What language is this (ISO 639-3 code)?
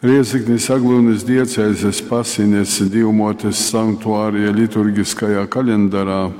ltg